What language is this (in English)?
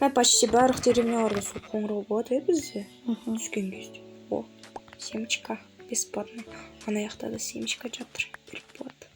Kazakh